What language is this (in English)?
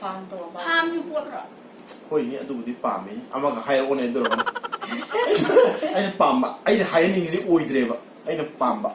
Manipuri